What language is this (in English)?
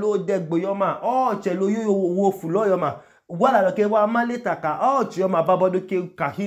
Idoma